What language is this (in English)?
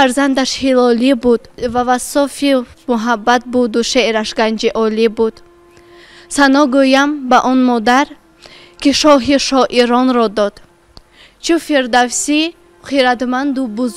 Tajik